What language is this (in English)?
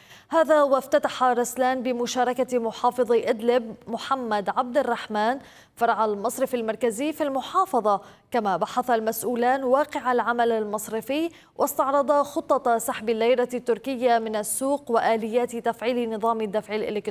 Arabic